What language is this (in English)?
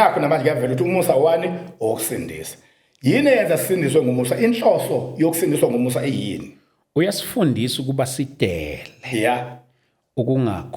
Zulu